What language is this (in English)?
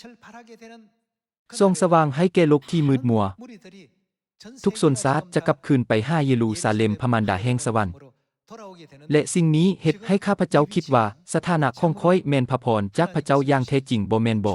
Lao